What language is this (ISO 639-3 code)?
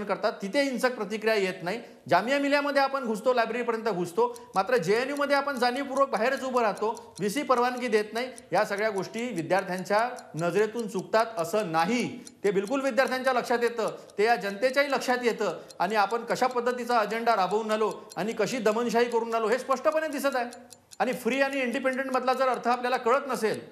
mar